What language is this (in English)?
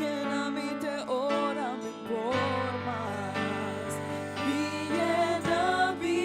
Papiamento